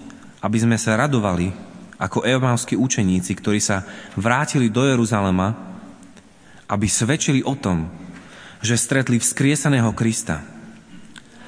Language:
Slovak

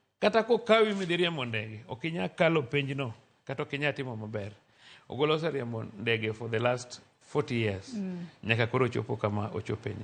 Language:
Luo (Kenya and Tanzania)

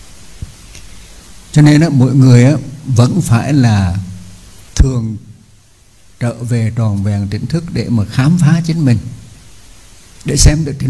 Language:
Vietnamese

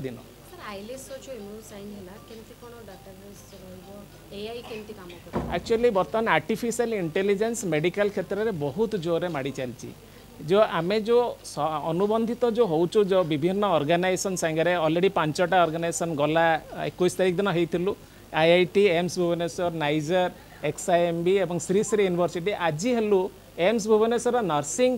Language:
Odia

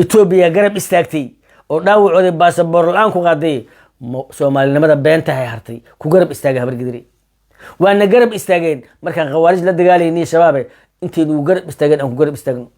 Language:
Somali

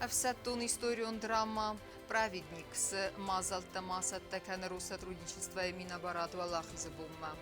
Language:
Ossetic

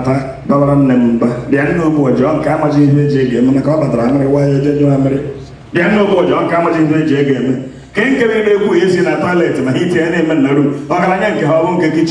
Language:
Igbo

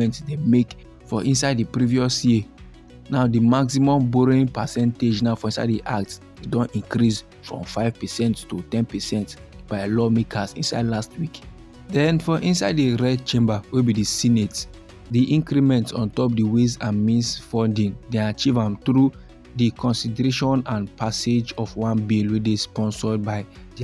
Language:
Nigerian Pidgin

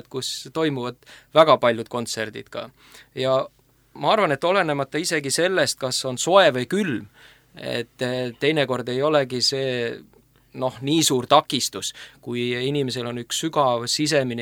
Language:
Estonian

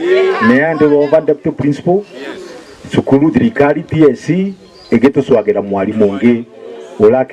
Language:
Meru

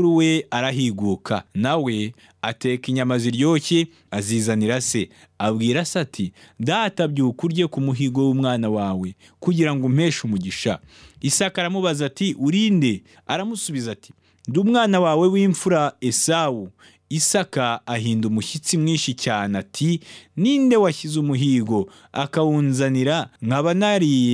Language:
Kinyarwanda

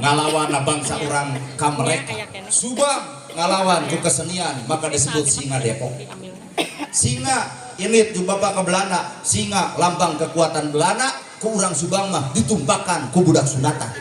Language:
Sundanese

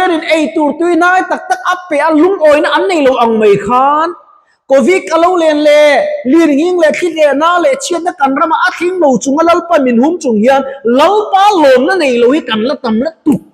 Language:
Mizo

